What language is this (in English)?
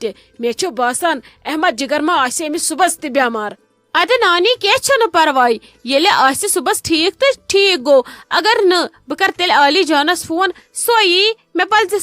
Kashmiri